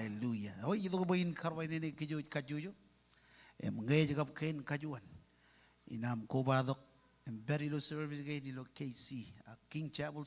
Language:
Marshallese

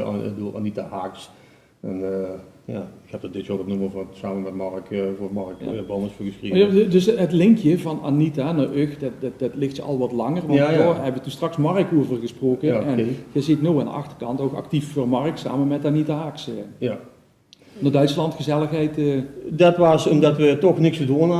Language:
Limburgish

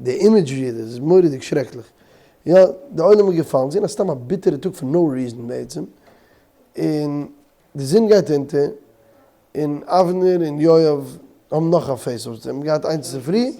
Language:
Yiddish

